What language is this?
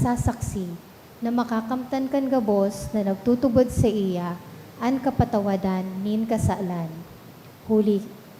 Bikol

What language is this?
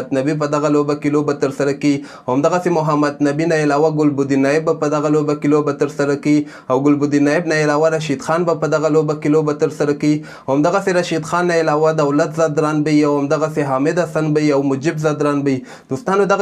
Pashto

